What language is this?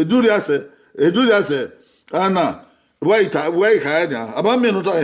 Bini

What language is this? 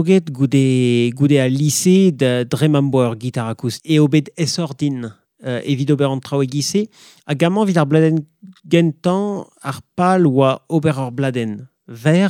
Breton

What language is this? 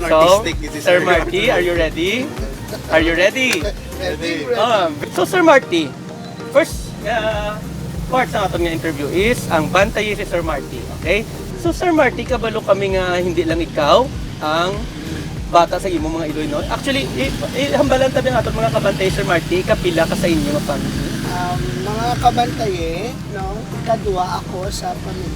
Hiligaynon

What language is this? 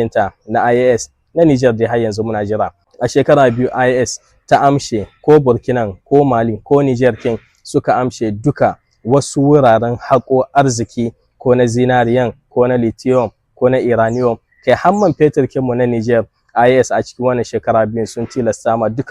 Hausa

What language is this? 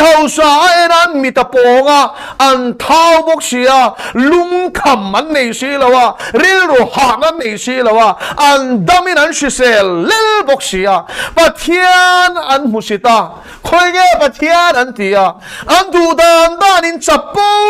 Mizo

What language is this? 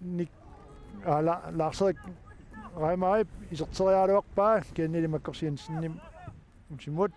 Kalaallisut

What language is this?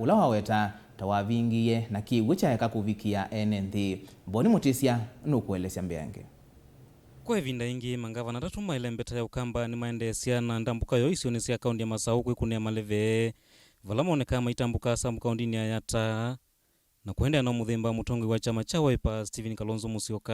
Kamba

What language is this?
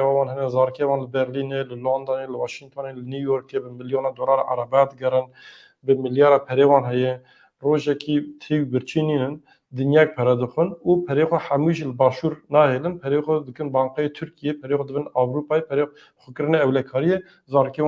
Kurdish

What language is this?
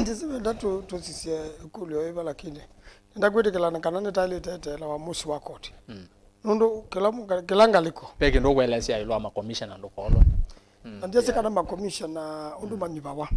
Kamba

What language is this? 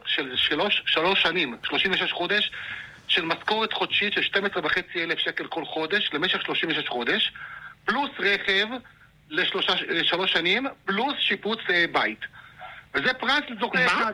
Hebrew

